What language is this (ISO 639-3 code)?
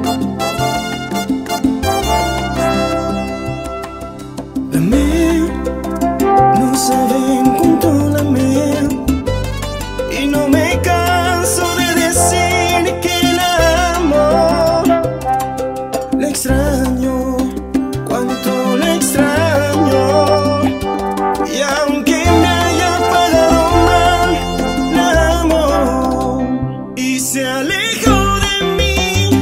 spa